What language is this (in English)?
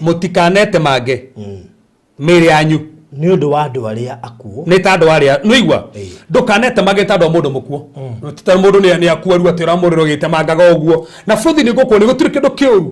Kikuyu